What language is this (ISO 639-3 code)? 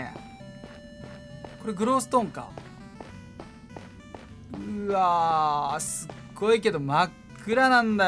jpn